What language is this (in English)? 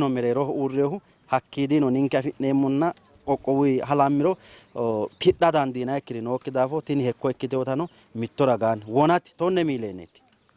Sidamo